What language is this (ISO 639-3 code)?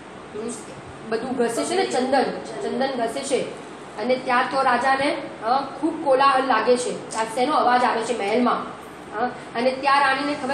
guj